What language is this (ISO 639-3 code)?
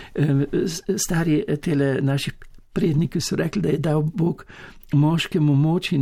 slv